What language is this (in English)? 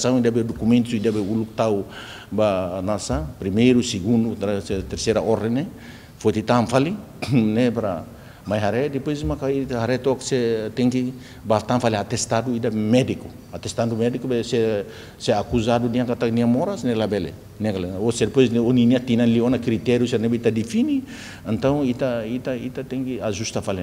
Tetum